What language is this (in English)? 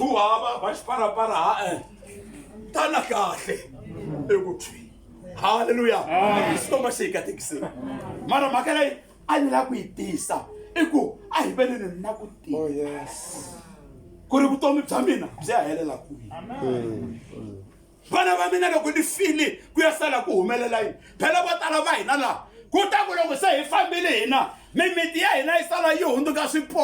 Tsonga